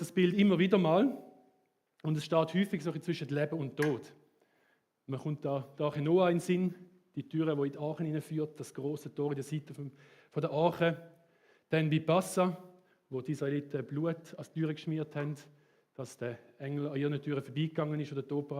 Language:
Swiss German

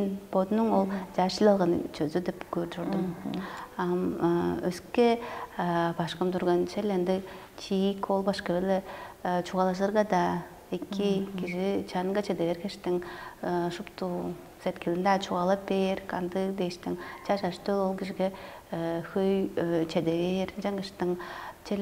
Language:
Tuvinian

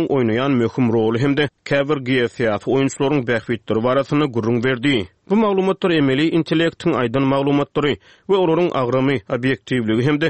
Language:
Turkmen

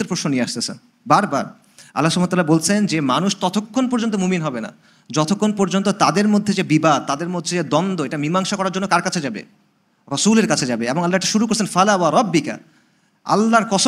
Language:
Bangla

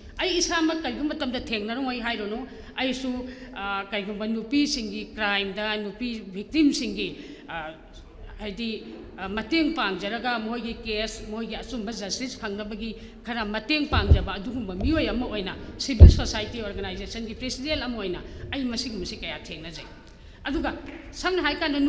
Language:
Manipuri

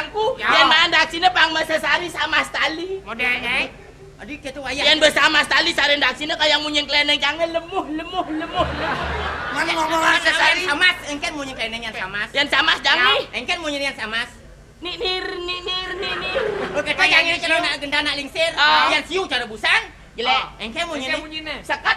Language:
Balinese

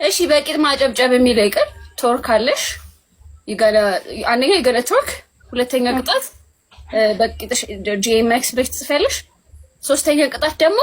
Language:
Amharic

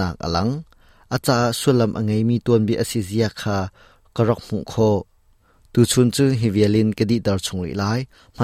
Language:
Hakha Chin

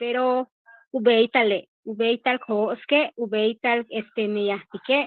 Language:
Yucateco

